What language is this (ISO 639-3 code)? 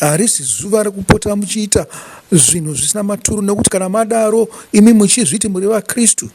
sna